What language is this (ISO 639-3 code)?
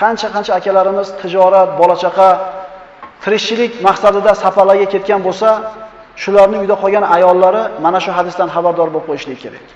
uzb